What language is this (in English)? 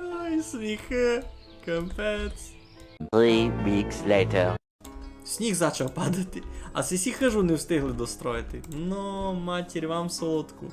Rusyn